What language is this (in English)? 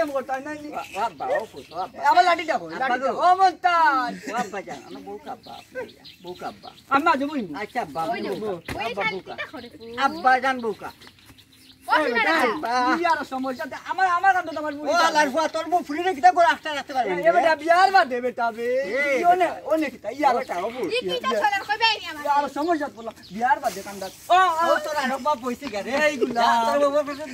Sylheti